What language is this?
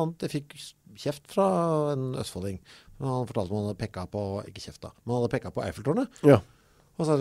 Norwegian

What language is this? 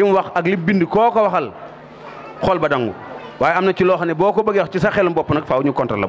Wolof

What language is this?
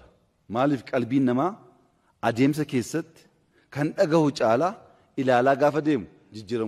Oromo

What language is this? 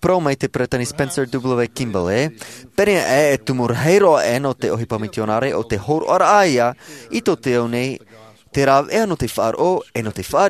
Tahitian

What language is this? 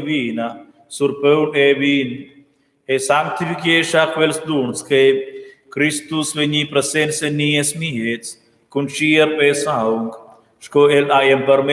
Romansh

